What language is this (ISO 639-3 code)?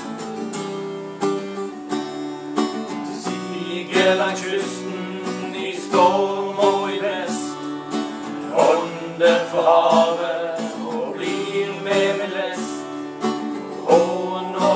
nor